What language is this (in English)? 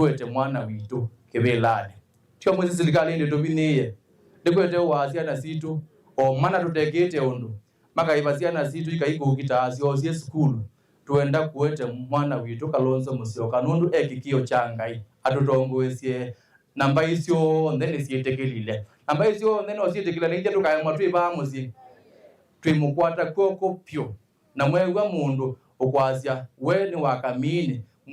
Kamba